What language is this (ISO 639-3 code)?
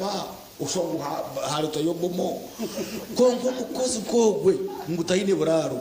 nyn